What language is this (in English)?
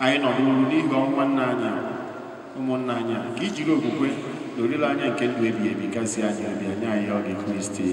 Igbo